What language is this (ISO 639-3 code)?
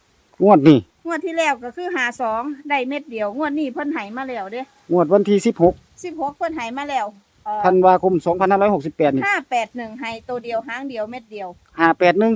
tts